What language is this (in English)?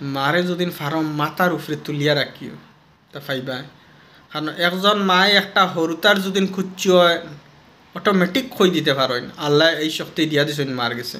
Sylheti